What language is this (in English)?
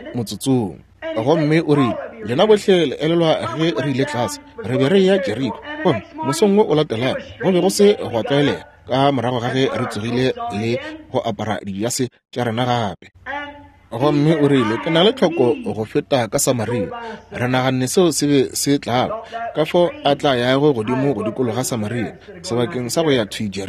Northern Sotho